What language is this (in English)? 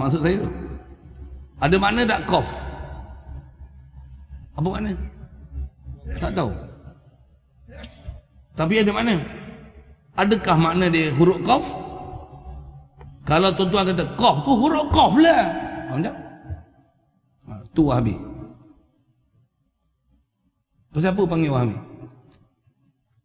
Malay